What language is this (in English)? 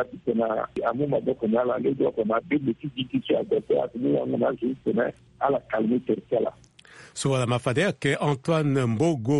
Sango